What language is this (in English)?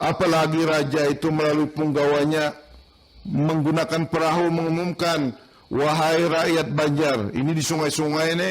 Banjar